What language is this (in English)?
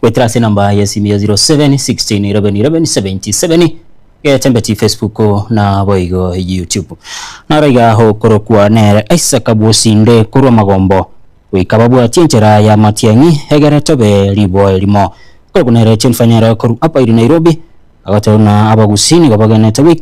Gusii